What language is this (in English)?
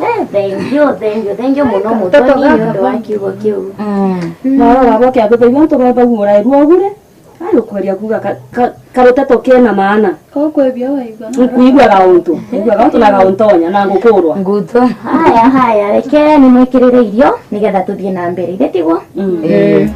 Meru